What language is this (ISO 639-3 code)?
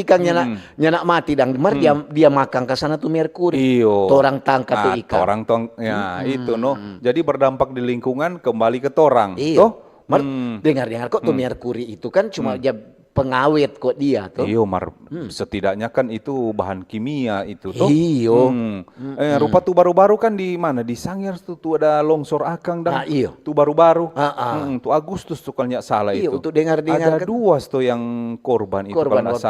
xmm